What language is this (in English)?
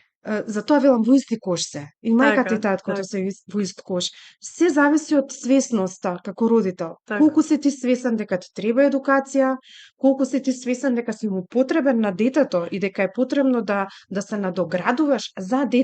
Macedonian